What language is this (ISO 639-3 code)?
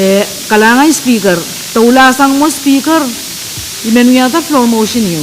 pon